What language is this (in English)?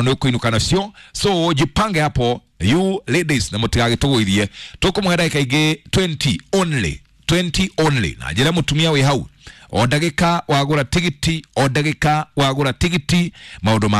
Kikuyu